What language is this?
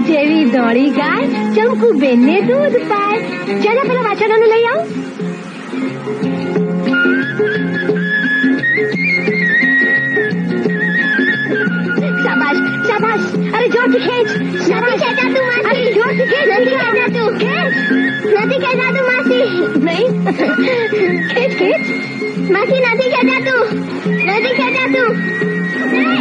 Gujarati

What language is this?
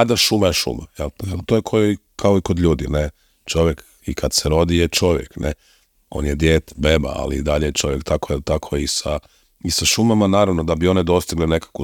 Croatian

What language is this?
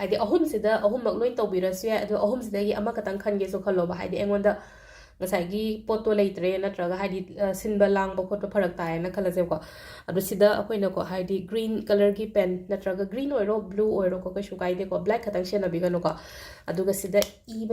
Manipuri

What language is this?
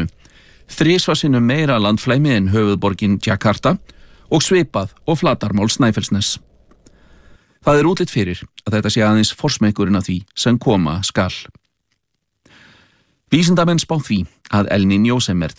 Icelandic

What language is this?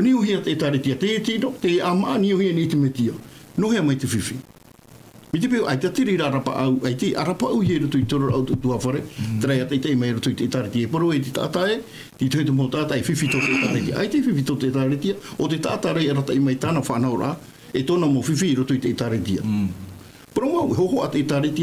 Tahitian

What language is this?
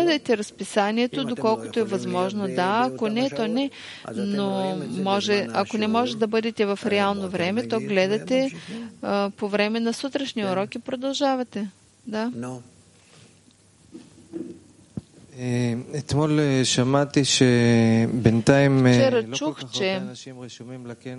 Bulgarian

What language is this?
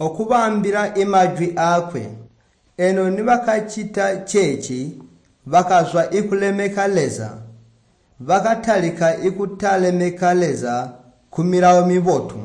Tonga (Zambia)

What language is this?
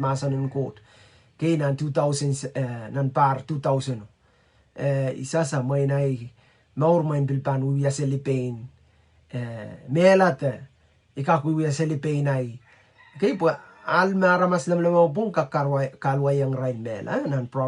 Pohnpeian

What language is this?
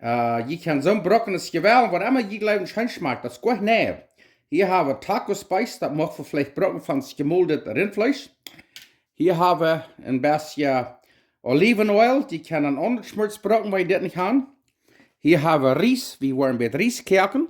Plautdietsch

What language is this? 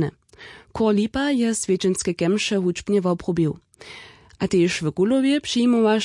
Upper Sorbian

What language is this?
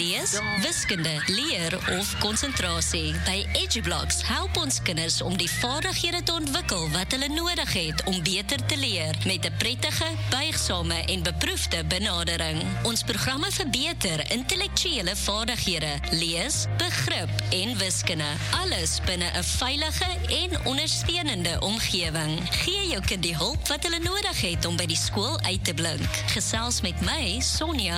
Afrikaans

